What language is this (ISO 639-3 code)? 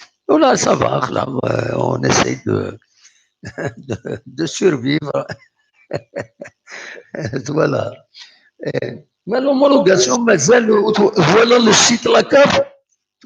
kab